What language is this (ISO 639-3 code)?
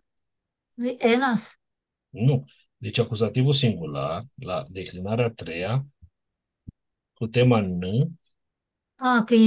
ron